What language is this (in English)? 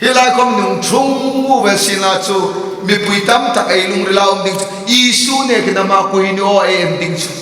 Hmar